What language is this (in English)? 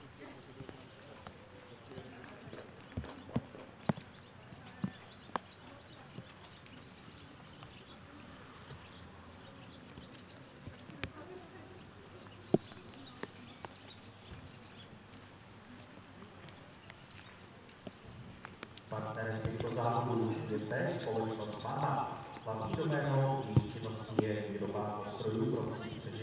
Czech